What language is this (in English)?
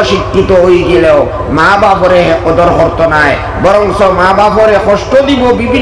Sylheti